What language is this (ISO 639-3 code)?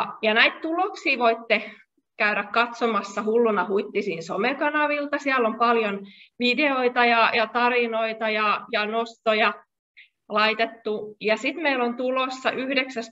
fin